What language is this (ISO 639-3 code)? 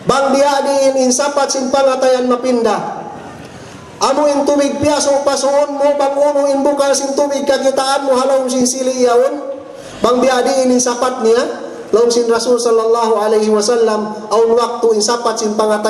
tsg